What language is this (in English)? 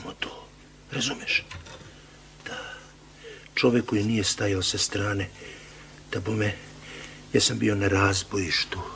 Serbian